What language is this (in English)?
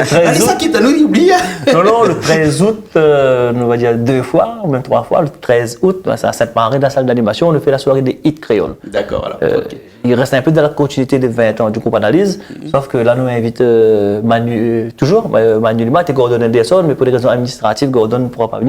Réunion Creole French